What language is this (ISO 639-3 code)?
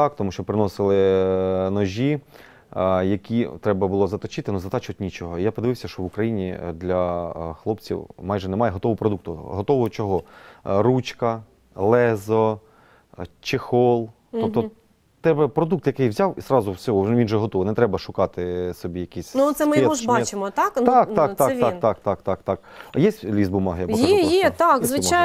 ukr